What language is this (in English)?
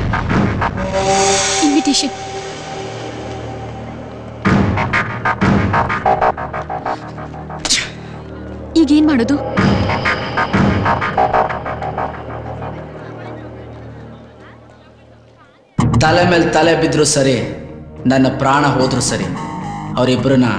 Kannada